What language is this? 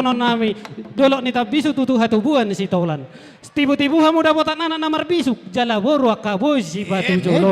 Batak Toba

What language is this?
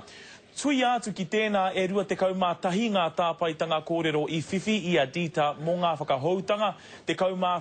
Māori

